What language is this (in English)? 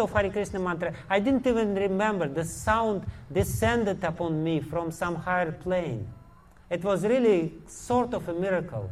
English